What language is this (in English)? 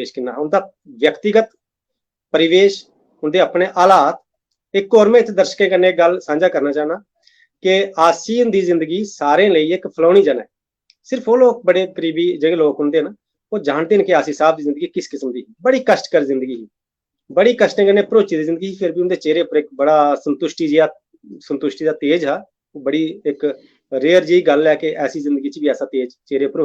Dogri